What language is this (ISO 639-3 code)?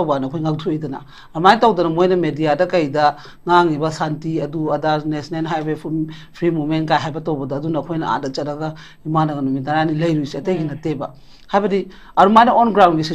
mni